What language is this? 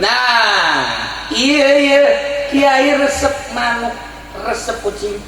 Sundanese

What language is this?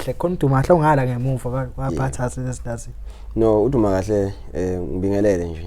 Zulu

